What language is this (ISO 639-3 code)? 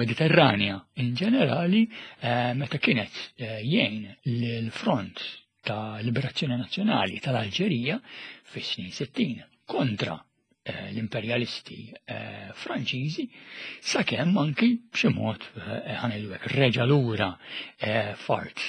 mlt